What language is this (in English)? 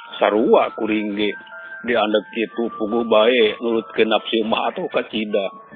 Sundanese